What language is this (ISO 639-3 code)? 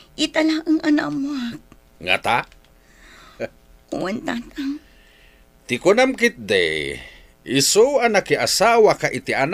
ilo